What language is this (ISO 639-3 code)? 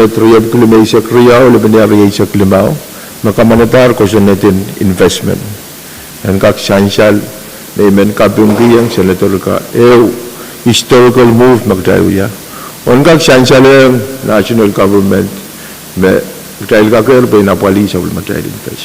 pon